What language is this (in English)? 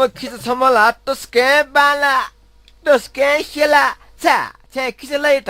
Newari